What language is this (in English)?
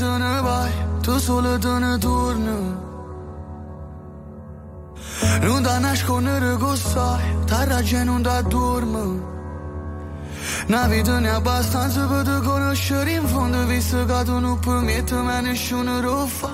Italian